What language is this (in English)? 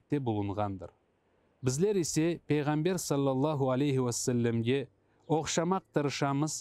Crimean Tatar